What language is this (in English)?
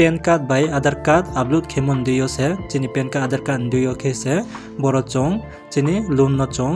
Riang (India)